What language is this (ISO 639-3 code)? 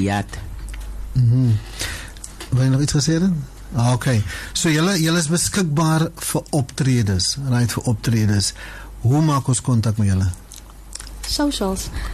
afr